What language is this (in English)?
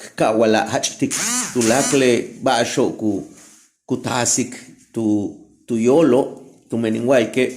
Yucateco